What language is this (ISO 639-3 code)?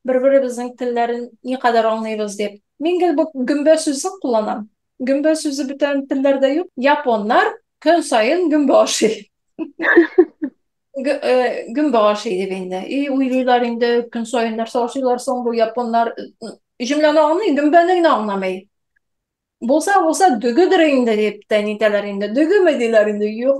tat